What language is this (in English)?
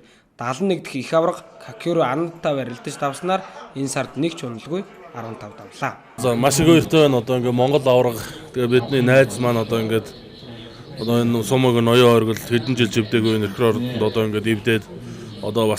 Mongolian